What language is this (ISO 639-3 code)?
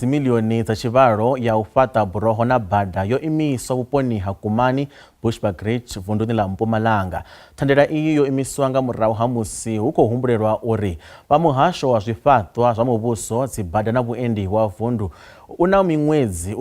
ven